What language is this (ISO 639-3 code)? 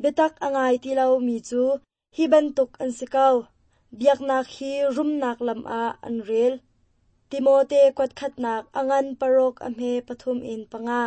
cnh